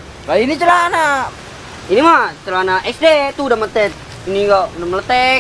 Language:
Betawi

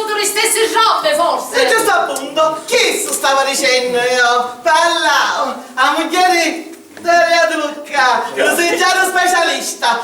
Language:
Sicilian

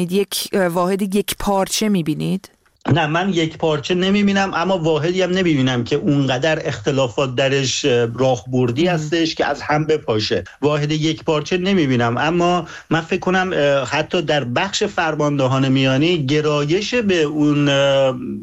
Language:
Persian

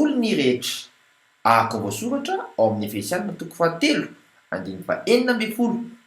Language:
Malagasy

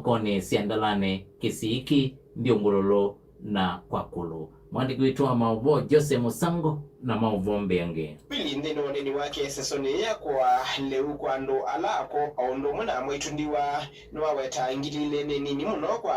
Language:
Kamba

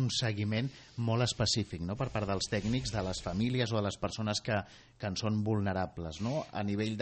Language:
Catalan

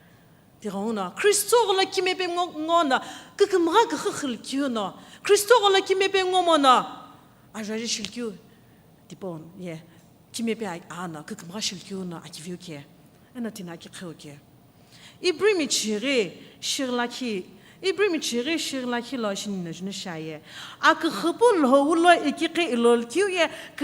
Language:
Sumi Naga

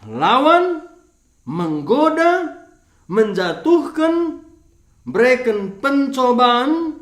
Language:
Batak Karo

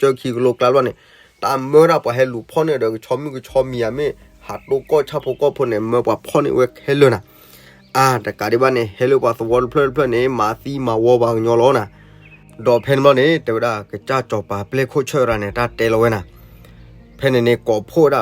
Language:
S'gaw Karen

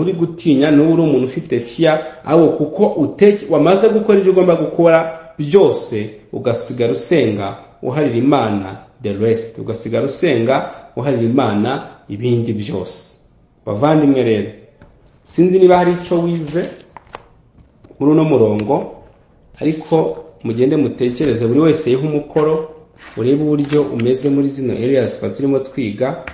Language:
Kinyarwanda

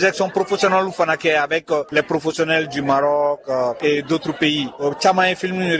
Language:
Bambara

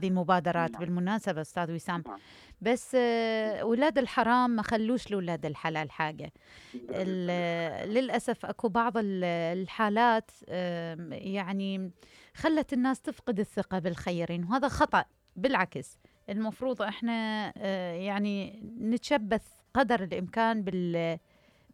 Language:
Mesopotamian Arabic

